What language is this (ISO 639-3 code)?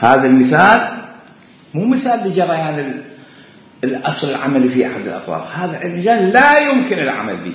acm